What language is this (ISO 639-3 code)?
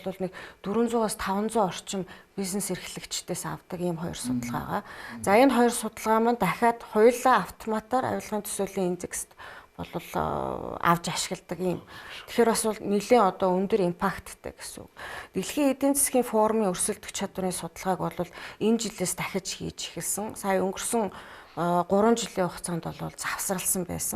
mon